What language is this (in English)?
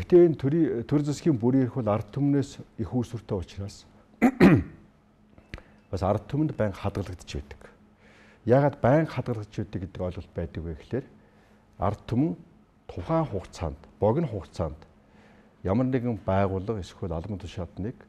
Mongolian